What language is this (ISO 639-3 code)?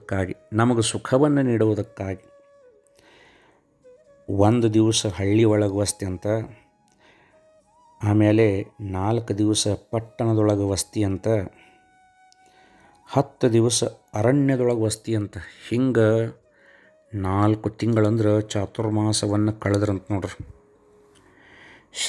kan